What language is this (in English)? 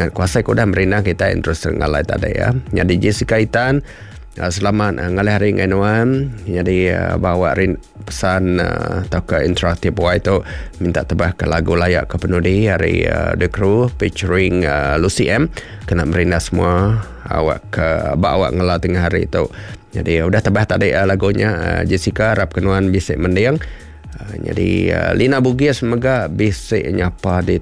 Iban